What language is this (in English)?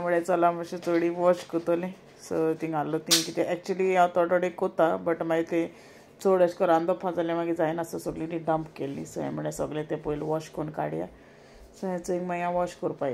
Konkani